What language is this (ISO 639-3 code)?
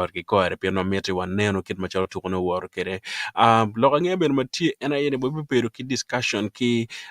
ach